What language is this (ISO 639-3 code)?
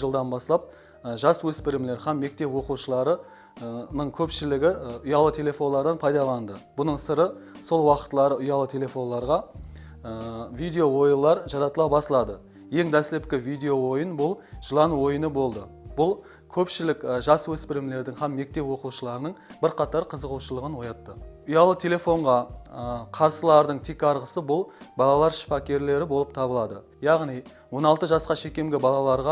kaa